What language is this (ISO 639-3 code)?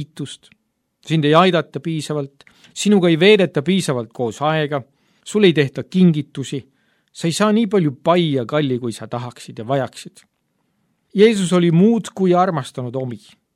est